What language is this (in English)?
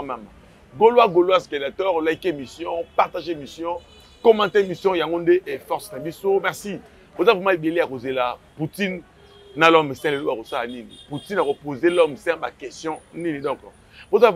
Lingala